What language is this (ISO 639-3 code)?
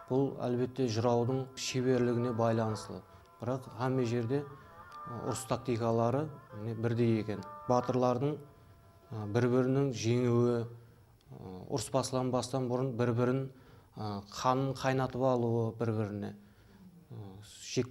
kaa